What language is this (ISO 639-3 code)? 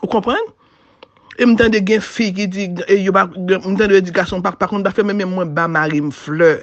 hat